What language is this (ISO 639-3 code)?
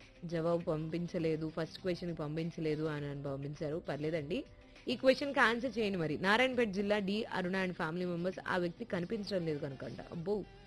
tel